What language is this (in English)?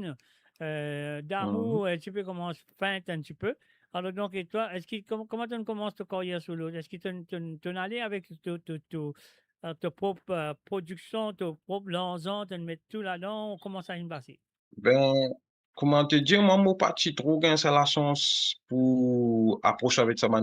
Morisyen